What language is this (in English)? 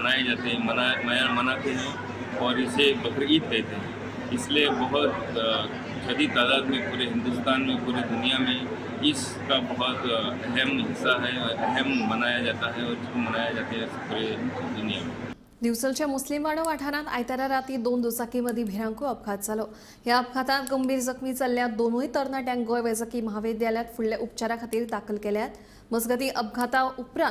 Konkani